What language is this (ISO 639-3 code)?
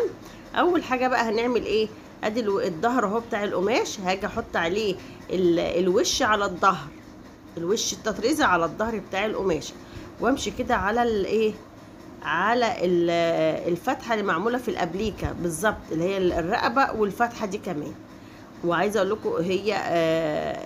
arz